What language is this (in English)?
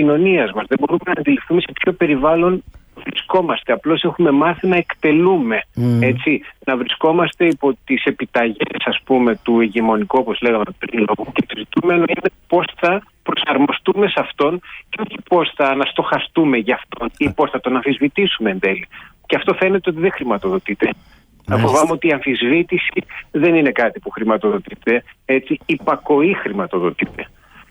Greek